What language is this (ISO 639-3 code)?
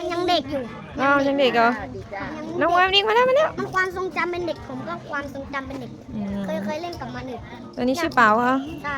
lao